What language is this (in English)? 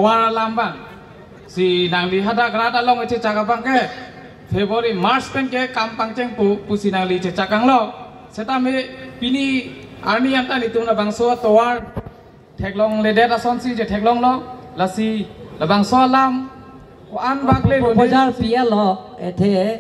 Karbi